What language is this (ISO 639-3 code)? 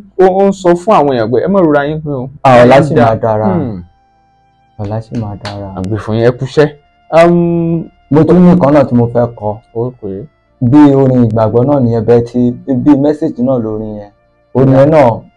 yor